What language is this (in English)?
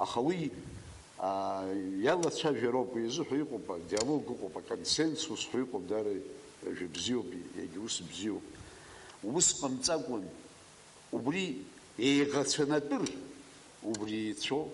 Abkhazian